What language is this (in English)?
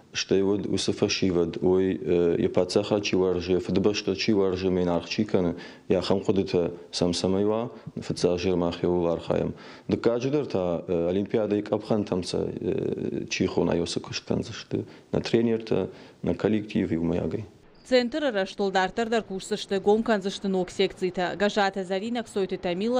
Ossetic